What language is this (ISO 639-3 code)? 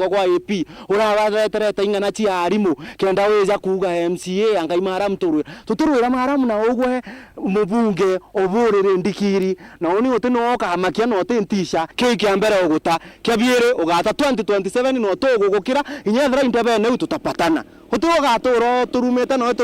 mer